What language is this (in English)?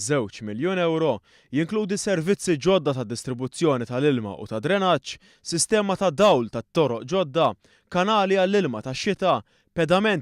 Maltese